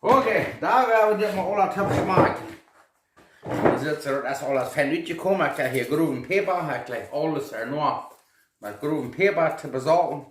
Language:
Plautdietsch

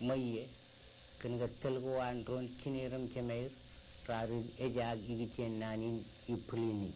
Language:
Marshallese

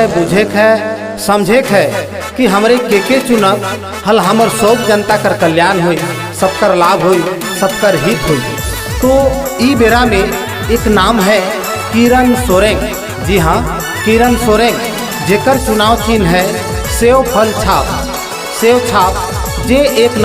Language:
Sadri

